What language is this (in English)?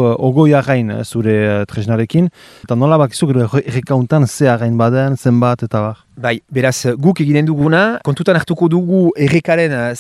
Basque